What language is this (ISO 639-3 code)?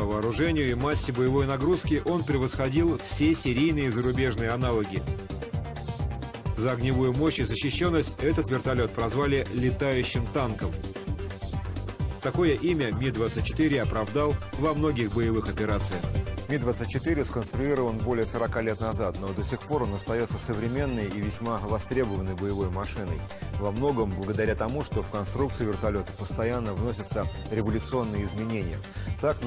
rus